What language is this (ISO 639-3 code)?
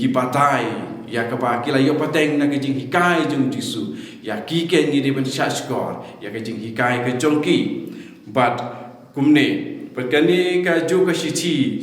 kha